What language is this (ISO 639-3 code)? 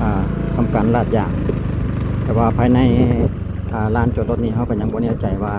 lao